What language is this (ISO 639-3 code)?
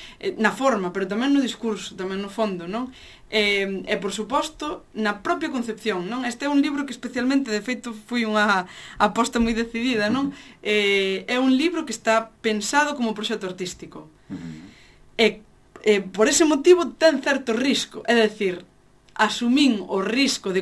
glg